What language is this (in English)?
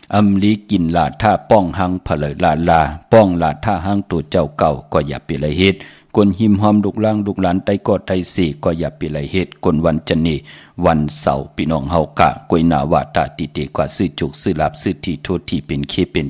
Shan